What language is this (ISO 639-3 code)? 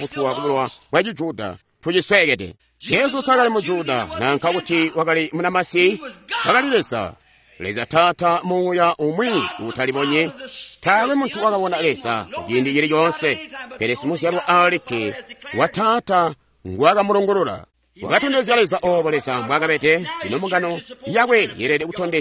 toi